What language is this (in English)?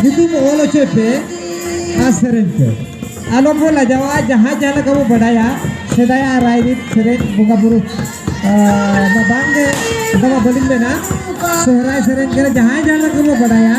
Santali